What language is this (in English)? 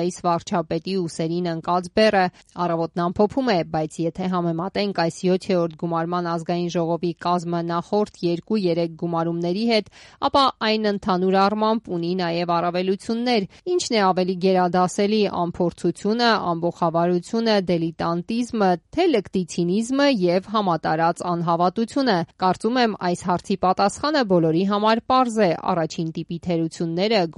Armenian